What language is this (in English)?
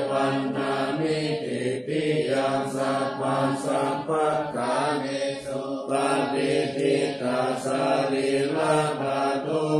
Pali